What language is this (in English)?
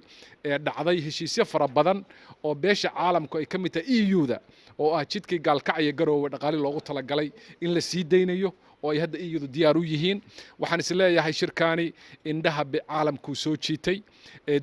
Somali